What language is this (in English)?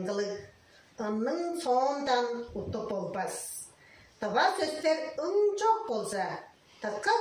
Tuvinian